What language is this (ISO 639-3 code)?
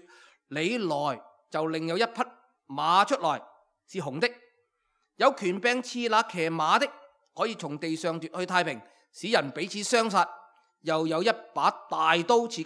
yue